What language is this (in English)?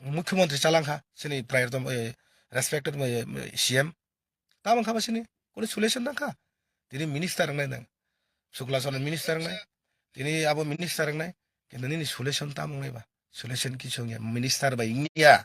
Kok Borok